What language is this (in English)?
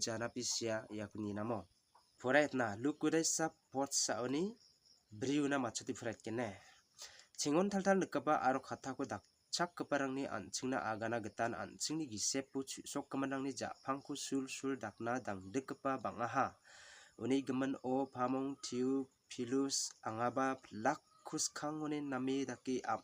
Garo